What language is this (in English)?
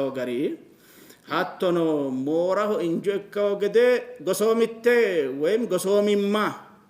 Sidamo